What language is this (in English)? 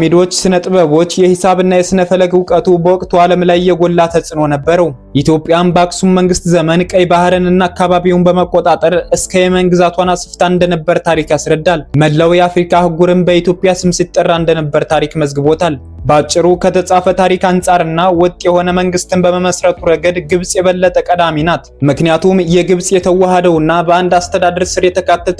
Amharic